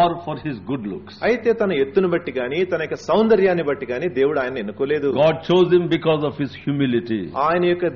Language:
Telugu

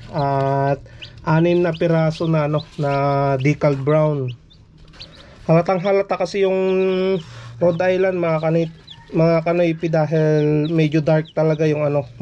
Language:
Filipino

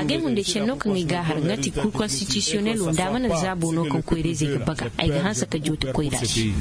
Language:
Koyraboro Senni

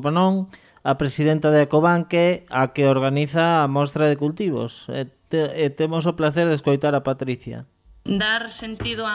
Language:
Galician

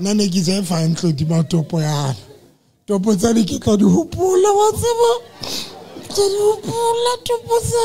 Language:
Southern Sotho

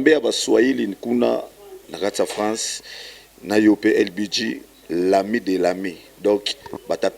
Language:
Lingala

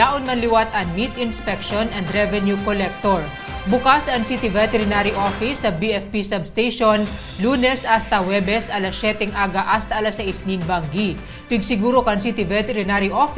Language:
Bikol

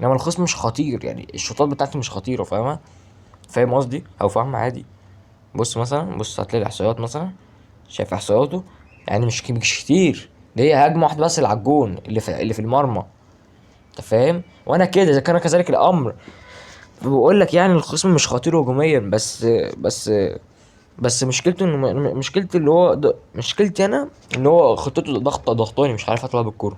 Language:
Egyptian Arabic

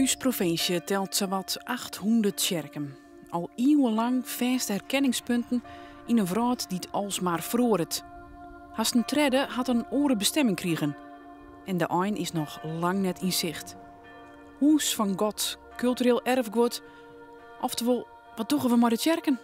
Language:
Western Frisian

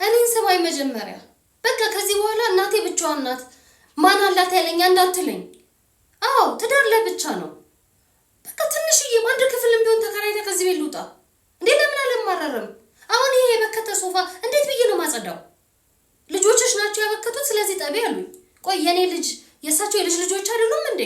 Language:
Amharic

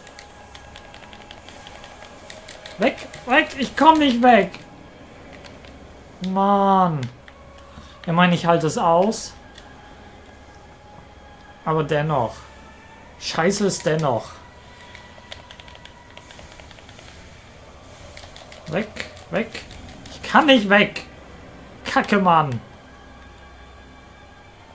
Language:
German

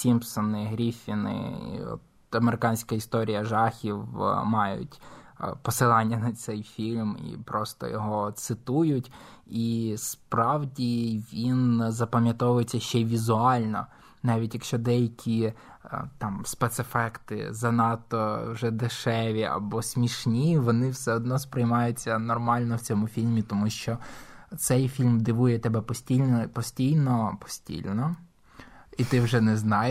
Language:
Ukrainian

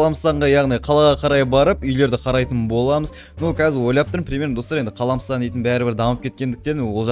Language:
Kazakh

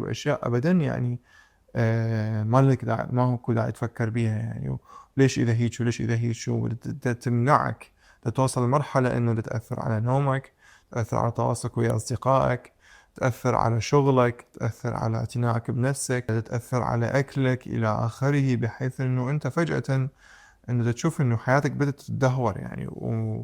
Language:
Mesopotamian Arabic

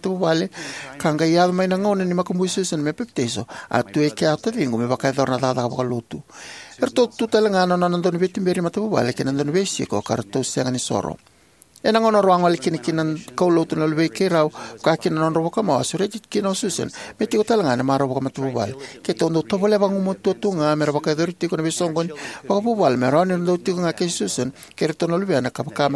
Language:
Fijian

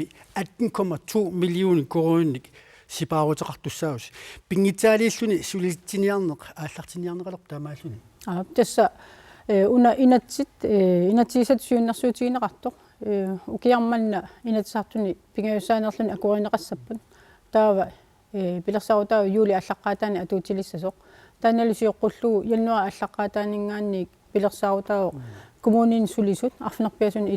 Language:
Kalaallisut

